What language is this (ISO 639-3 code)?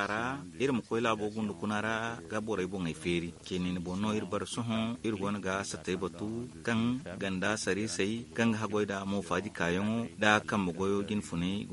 dje